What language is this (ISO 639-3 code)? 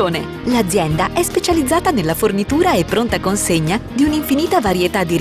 ita